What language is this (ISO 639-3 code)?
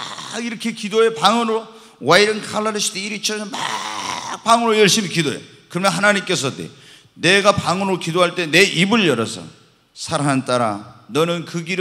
kor